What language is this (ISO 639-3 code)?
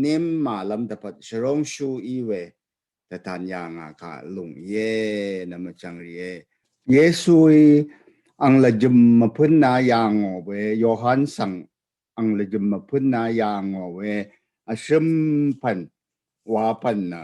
raw